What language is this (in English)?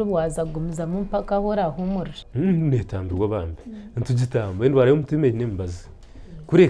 Nyankole